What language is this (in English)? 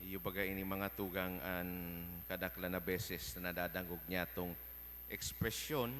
Bikol